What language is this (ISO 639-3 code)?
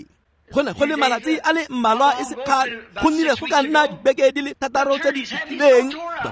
tsn